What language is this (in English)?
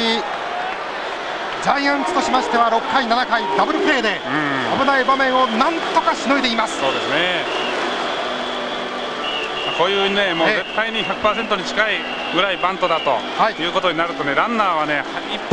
Japanese